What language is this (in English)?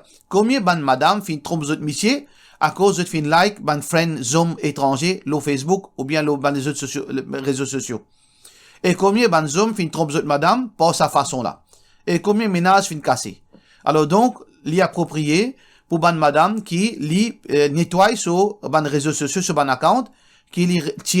Morisyen